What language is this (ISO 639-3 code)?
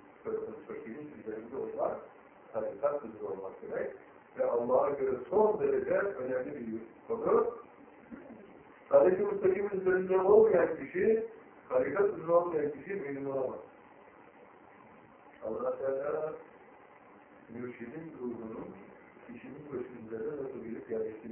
tur